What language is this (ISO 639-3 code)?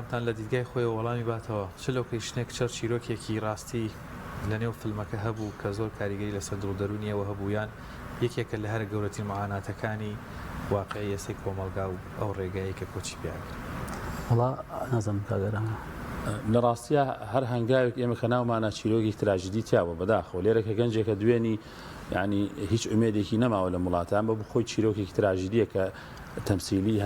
ckb